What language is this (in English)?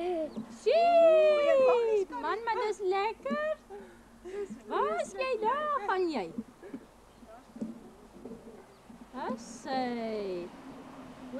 Afrikaans